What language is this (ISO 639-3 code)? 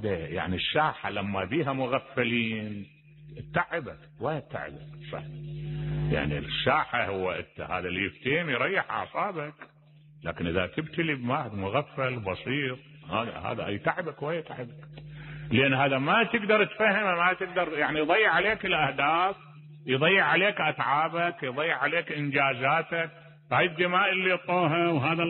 acm